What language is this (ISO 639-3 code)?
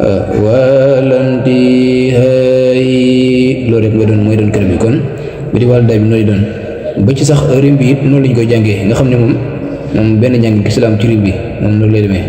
wol